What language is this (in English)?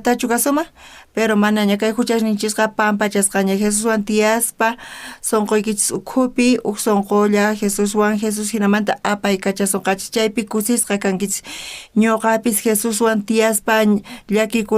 South Bolivian Quechua